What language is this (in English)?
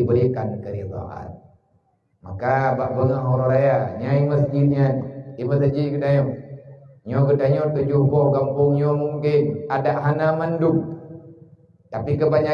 Achinese